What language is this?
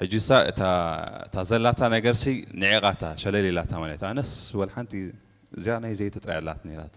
Tigrinya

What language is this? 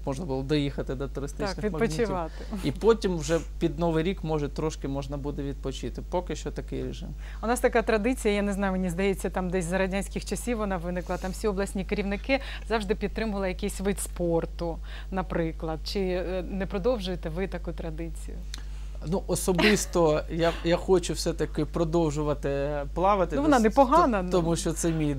Ukrainian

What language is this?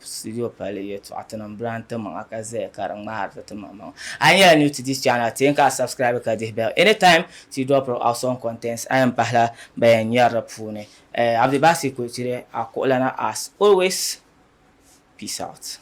Dagbani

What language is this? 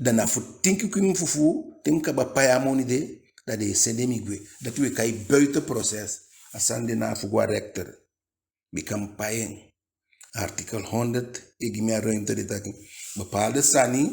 Eastern Maroon Creole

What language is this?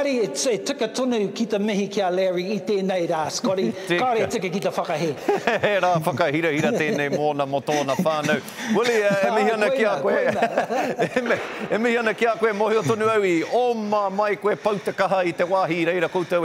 Māori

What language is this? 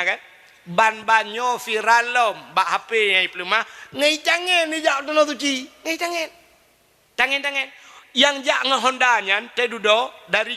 Achinese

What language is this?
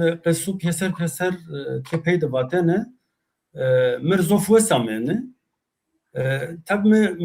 Zaza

